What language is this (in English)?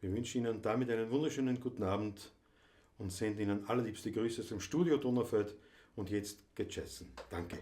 Bavarian